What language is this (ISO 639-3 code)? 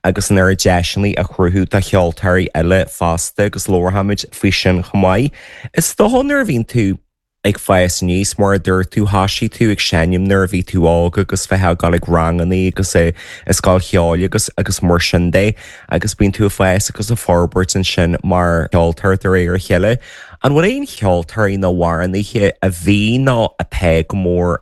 gle